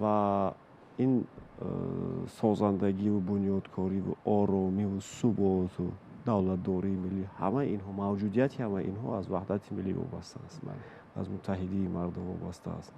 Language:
Tajik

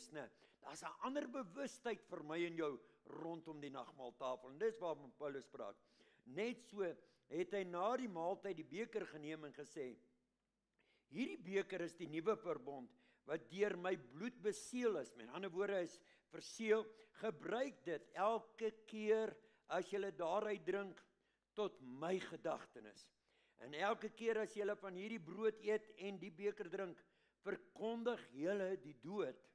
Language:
Afrikaans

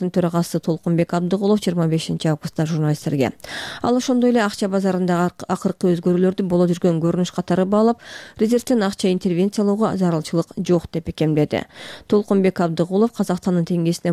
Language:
Kyrgyz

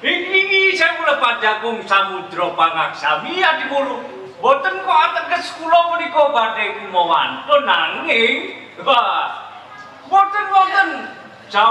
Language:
Javanese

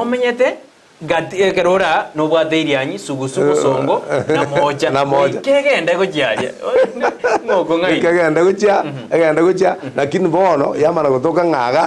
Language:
Gusii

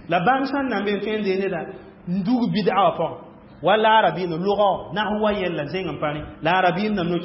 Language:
Mossi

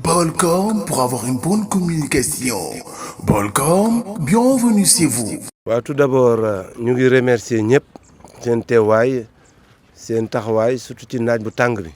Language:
Wolof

